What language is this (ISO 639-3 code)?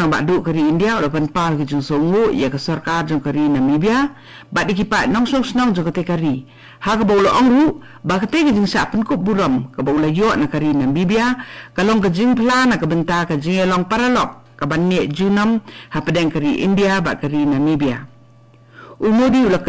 kha